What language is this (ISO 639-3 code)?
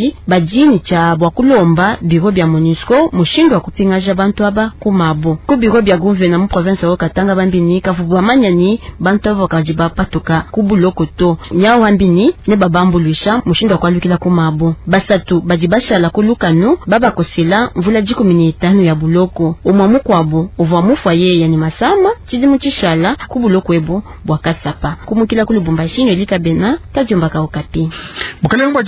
lua